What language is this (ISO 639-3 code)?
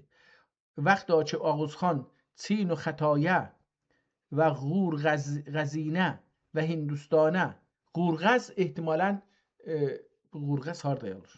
azb